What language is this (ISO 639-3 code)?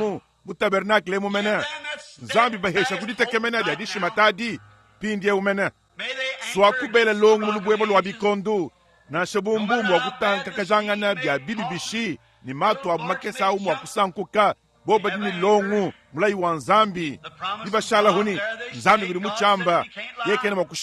lua